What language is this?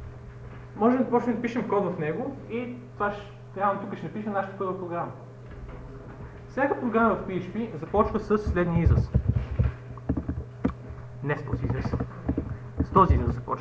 Bulgarian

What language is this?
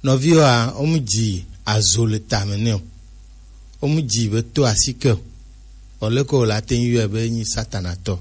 Gen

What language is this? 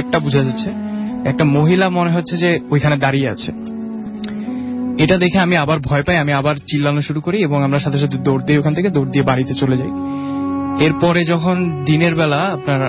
Bangla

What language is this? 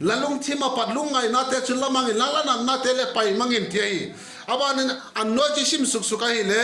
Vaiphei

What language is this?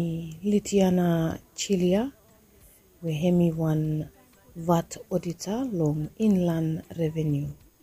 Bislama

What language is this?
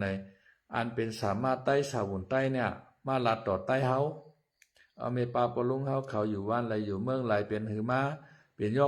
Shan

